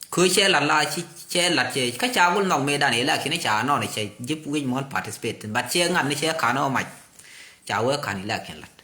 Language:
Nuer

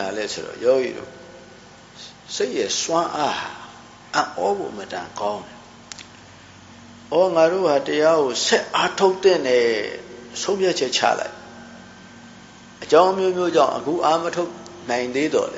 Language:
Burmese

